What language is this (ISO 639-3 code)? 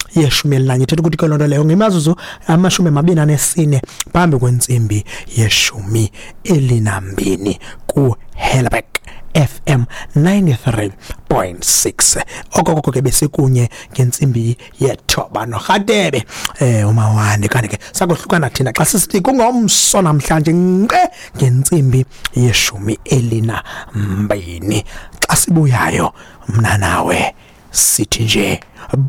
xho